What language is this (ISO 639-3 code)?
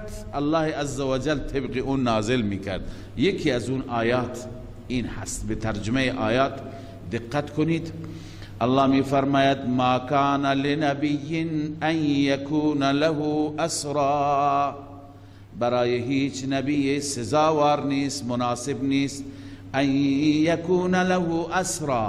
fas